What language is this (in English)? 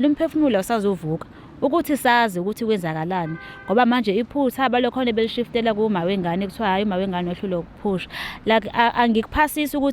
Zulu